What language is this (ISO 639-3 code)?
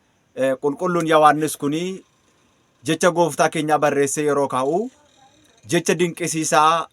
orm